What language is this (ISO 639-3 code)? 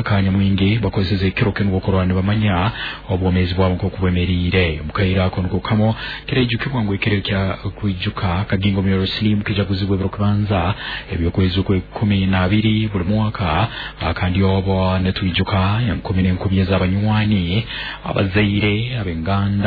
nyo